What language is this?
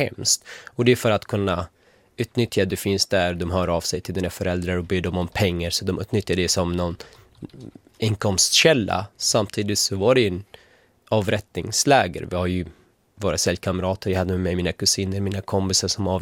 Swedish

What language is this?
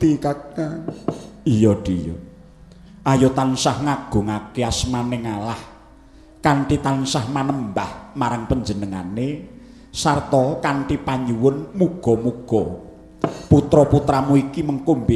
Javanese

